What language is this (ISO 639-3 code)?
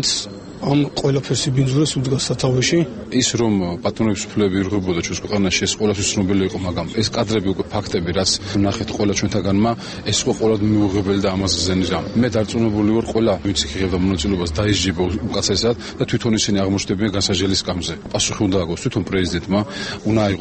kat